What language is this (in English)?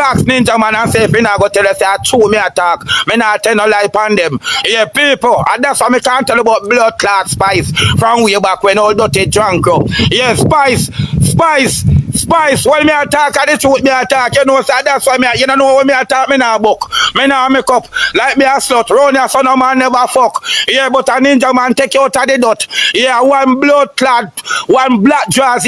Jamaican Creole English